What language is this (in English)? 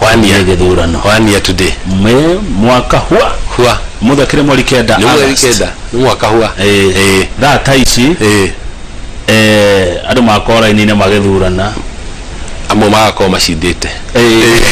Kikuyu